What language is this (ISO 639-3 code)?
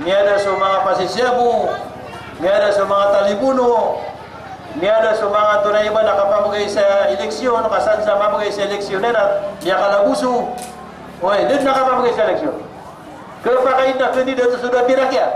mrw